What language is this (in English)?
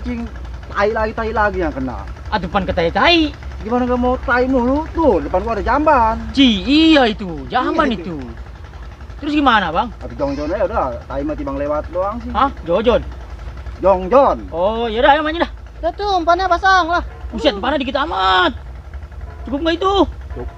Betawi